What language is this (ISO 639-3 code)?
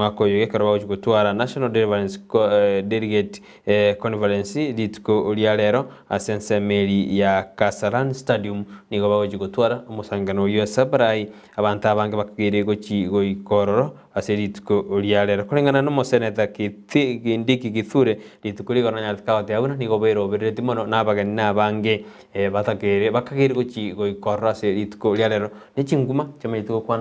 guz